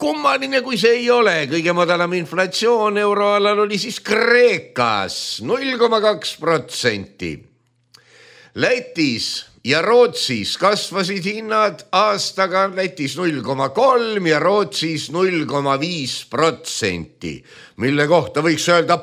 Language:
Estonian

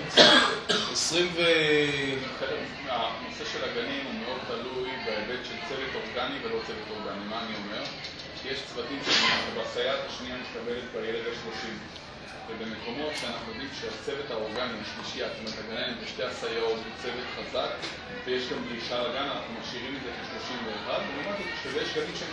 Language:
Hebrew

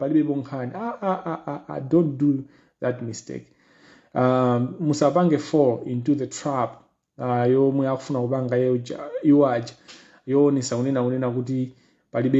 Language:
Nyanja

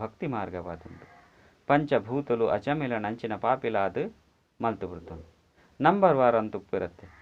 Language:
Tulu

